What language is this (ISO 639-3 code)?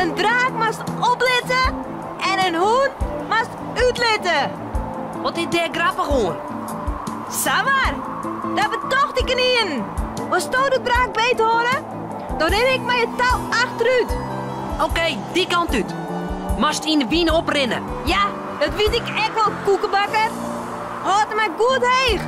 fry